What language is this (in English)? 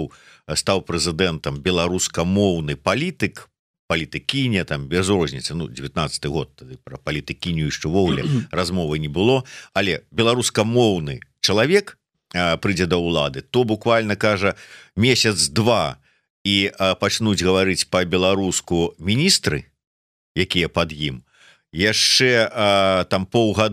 Belarusian